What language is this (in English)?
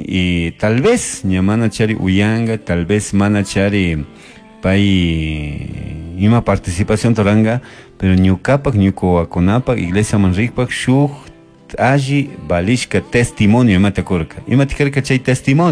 Chimborazo Highland Quichua